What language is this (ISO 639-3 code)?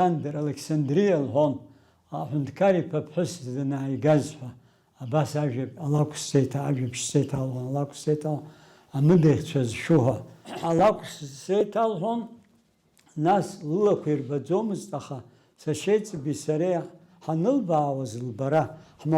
abk